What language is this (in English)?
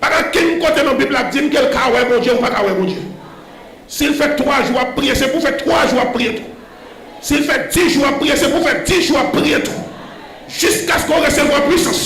Haitian Creole